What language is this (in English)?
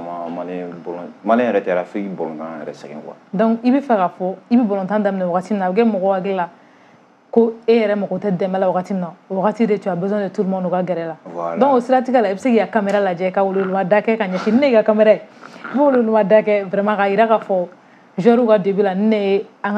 Bambara